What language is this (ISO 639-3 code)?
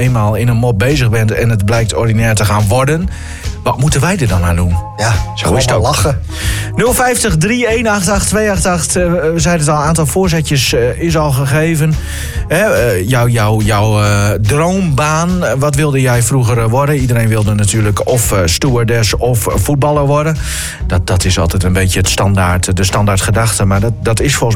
nld